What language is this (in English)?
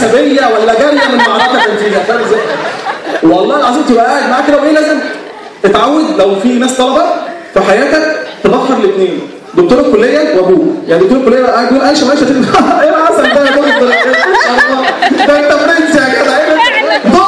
Egyptian Arabic